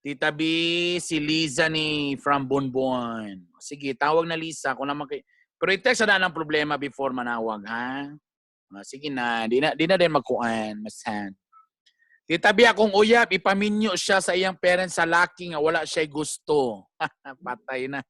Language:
Cebuano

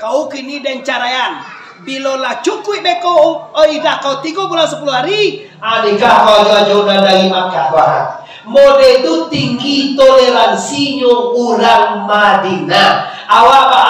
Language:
Minangkabau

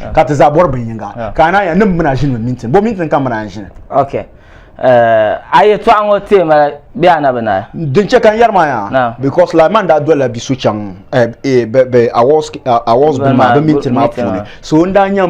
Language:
Dagbani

